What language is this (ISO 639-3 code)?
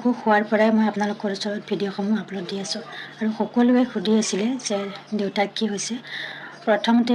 asm